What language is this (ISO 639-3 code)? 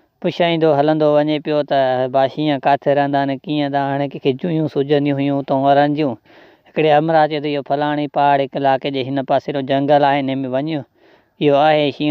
snd